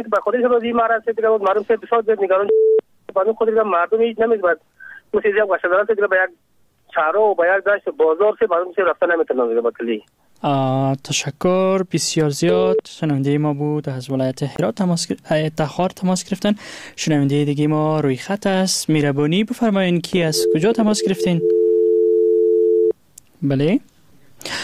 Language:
Persian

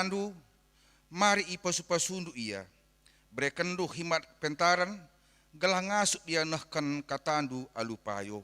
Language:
Batak Karo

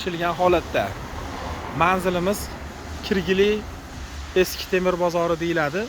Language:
Uzbek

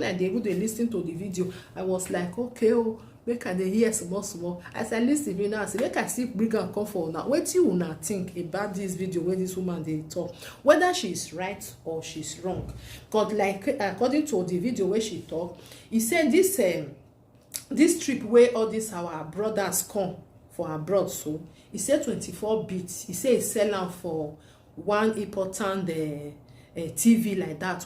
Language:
Nigerian Pidgin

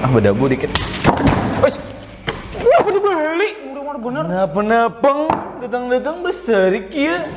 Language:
Banjar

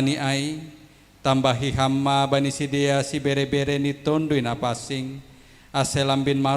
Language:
Batak Simalungun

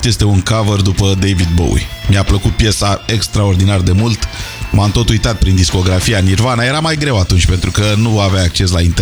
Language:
Romanian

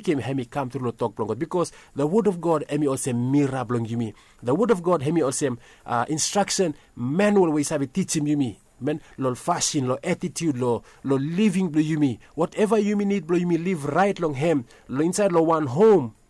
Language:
Bislama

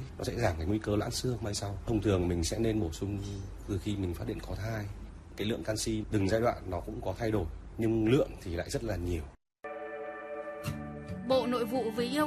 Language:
Vietnamese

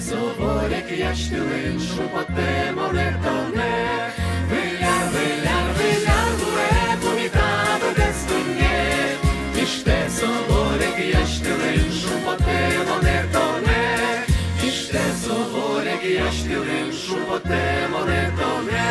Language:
Udmurt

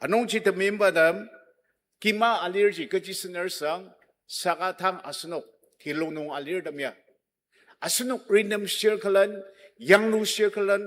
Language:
Ao Naga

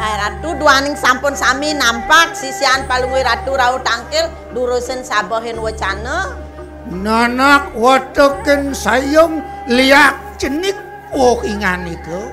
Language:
Balinese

